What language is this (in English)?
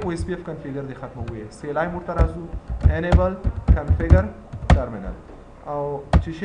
Pashto